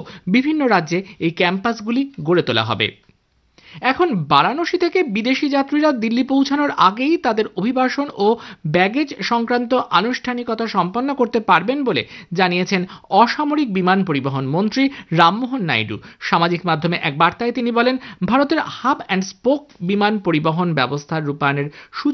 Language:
Bangla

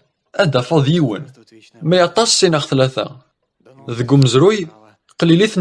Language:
Kabyle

